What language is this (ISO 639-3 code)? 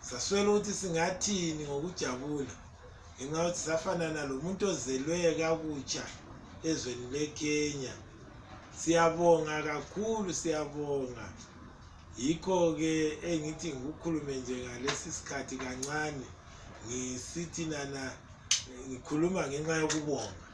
nde